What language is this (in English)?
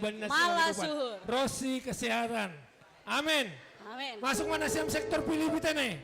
Batak Simalungun